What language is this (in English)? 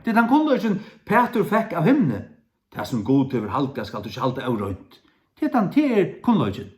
Faroese